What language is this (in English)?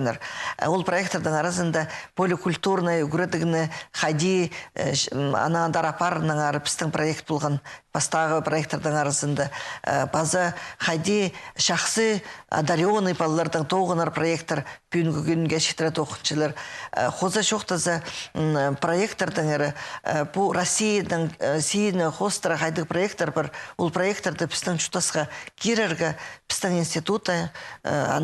Khakas